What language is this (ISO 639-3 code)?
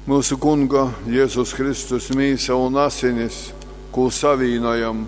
ltg